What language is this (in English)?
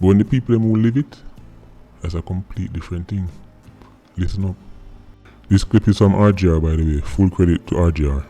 Jamaican Creole English